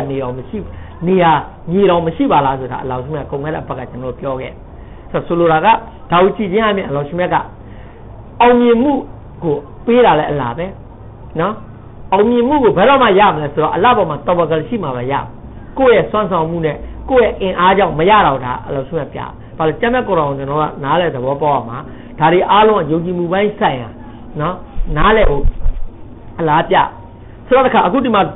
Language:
Burmese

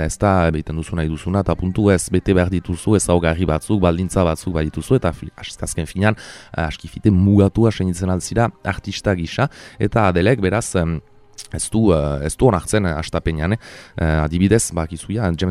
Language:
Basque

